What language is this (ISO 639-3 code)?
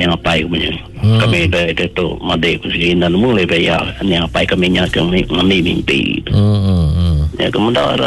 iba